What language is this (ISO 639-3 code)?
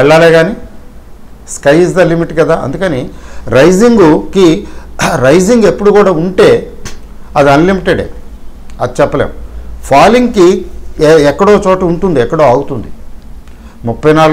tel